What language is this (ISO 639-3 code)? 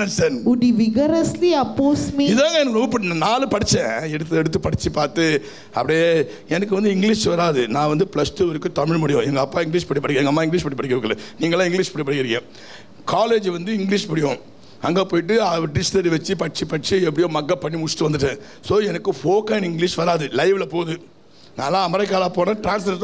tam